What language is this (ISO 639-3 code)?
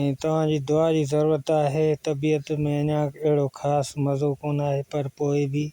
snd